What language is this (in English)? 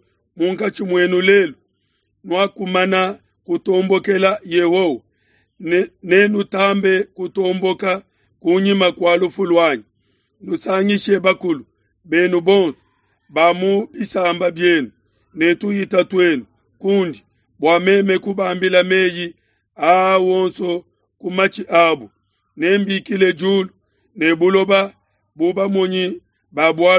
Luba-Lulua